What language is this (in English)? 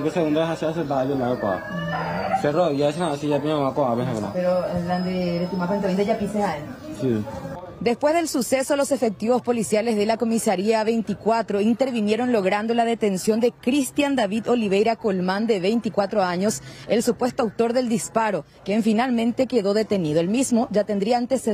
Spanish